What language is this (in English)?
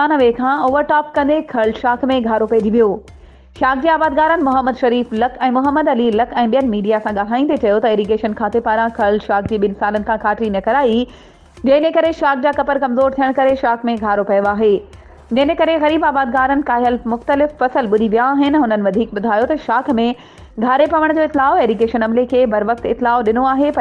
Sindhi